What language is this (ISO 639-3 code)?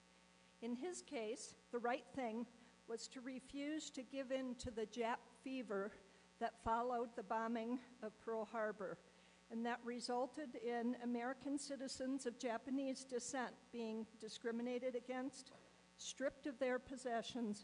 eng